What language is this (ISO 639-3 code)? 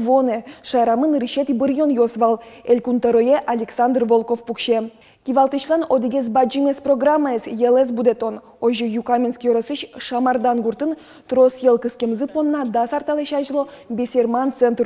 udm